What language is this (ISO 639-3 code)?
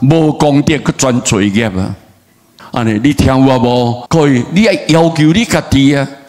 nan